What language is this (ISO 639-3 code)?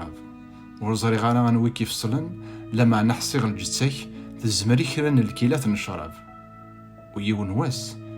kab